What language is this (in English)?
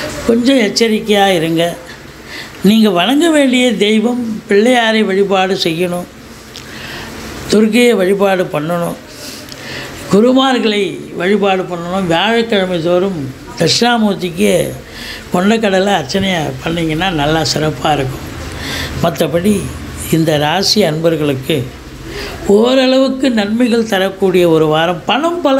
Tamil